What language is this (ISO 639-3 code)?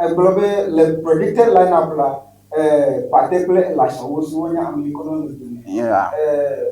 ewe